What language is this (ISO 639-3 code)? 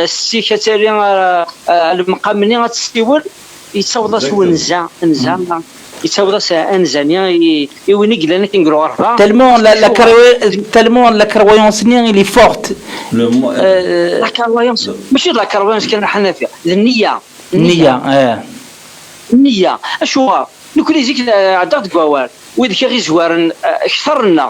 kab